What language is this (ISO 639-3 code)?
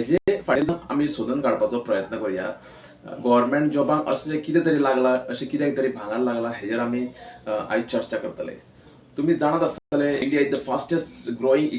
kok